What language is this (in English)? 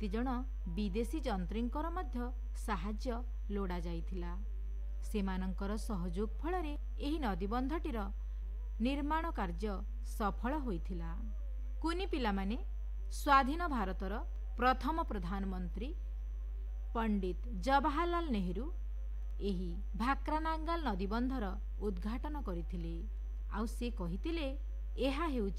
Odia